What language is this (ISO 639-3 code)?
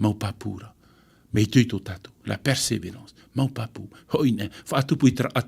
tah